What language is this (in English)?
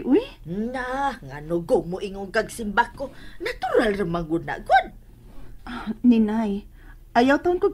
Cebuano